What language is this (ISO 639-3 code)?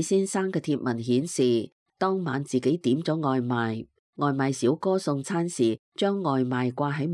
yue